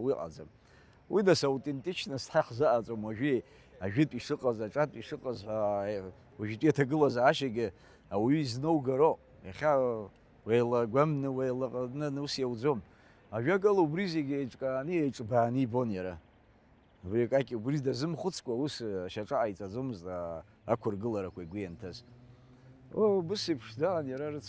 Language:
Abkhazian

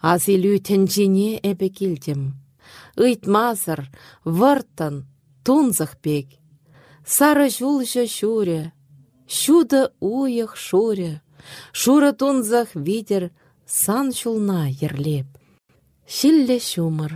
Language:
Chuvash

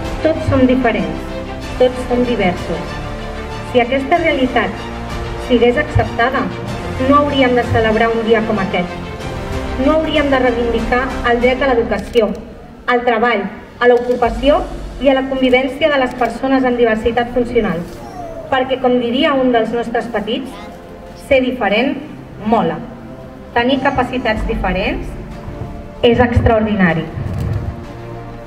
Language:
Catalan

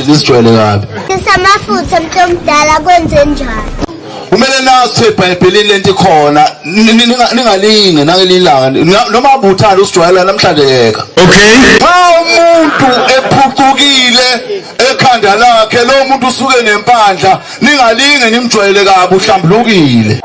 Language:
Zulu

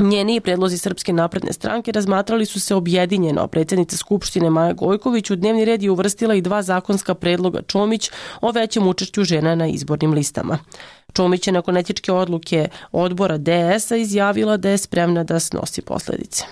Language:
Serbian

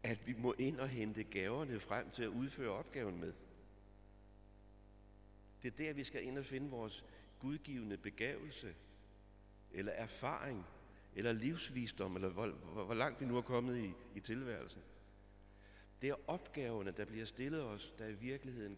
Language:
Danish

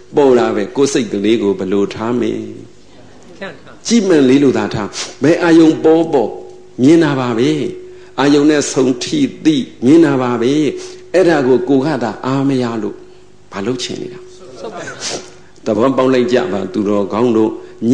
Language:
Burmese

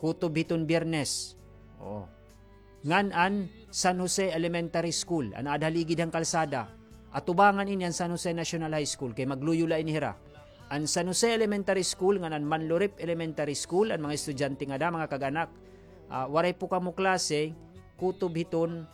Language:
Waray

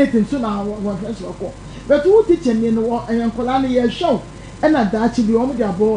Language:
Akan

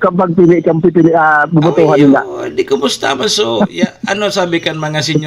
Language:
Bikol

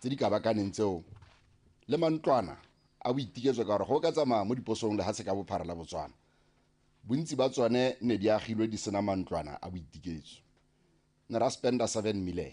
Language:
Tswana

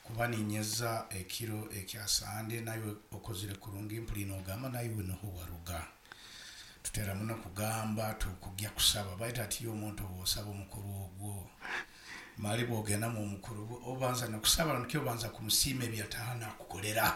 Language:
Nyoro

